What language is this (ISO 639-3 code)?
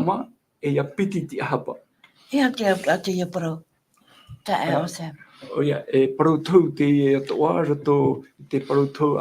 tah